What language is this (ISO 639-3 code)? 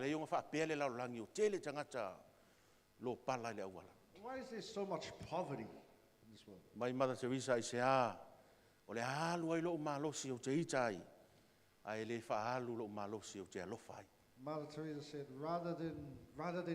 smo